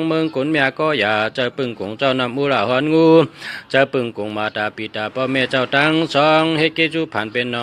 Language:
Shan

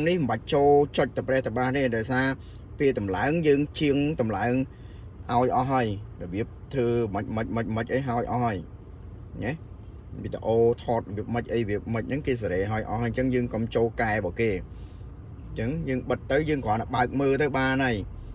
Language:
Khmer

